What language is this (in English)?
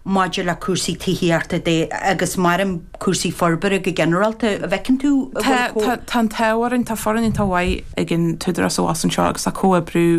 Irish